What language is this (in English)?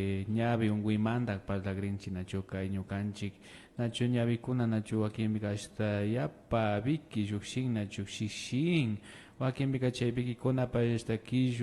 Imbabura Highland Quichua